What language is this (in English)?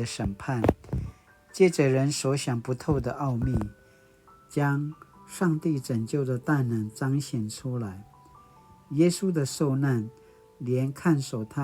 Paiwan